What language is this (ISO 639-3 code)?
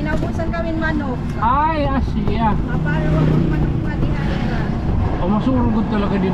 war